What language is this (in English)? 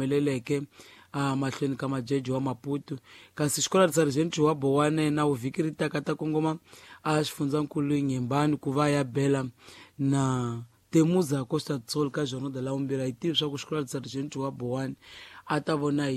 Tsonga